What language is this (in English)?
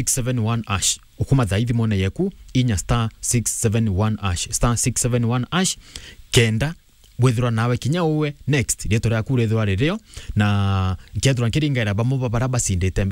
Meru